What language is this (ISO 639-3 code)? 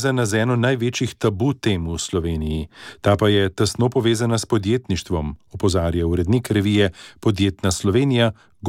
slv